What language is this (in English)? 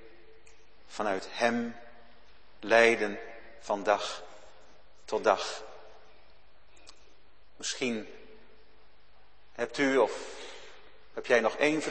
Dutch